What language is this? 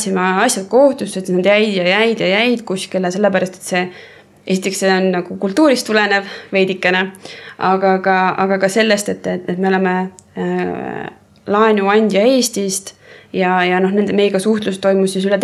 Estonian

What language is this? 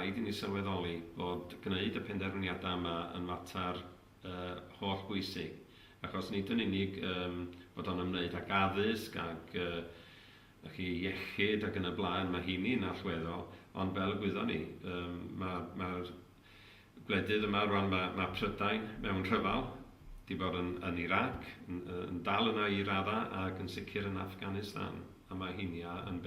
Welsh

